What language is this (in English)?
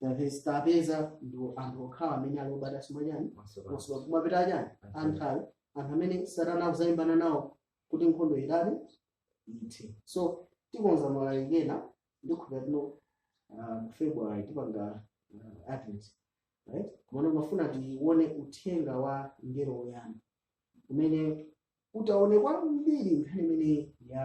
Nyanja